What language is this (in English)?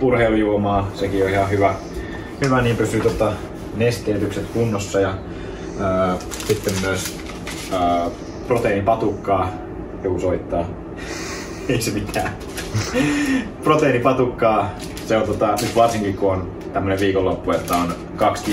Finnish